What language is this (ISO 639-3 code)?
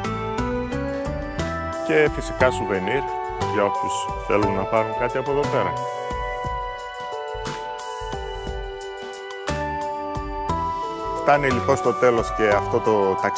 ell